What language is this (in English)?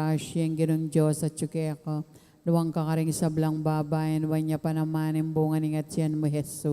Pampanga